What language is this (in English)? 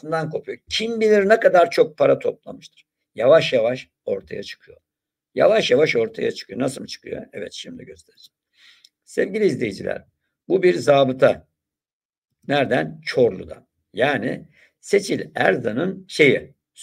Turkish